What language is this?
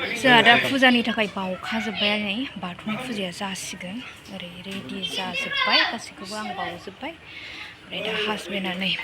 Bodo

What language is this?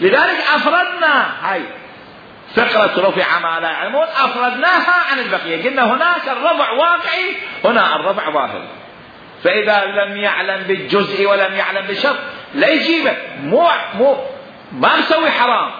Mesopotamian Arabic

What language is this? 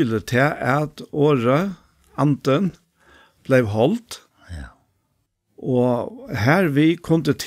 Faroese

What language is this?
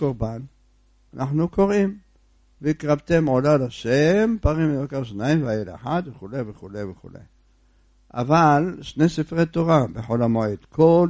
Hebrew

